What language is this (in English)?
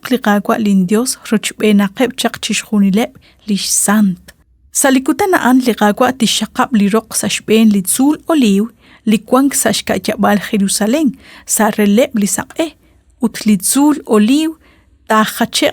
Kekchí